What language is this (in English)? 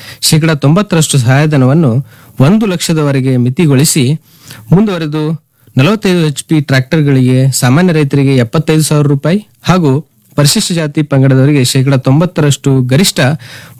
Kannada